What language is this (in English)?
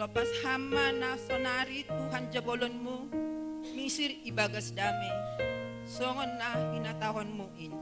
Batak Simalungun